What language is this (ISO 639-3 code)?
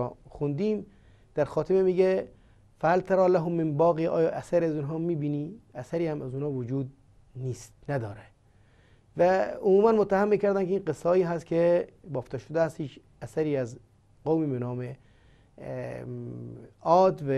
fas